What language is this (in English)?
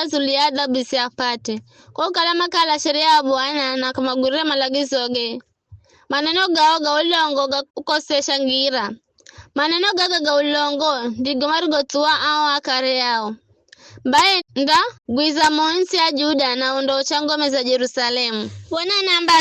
Giryama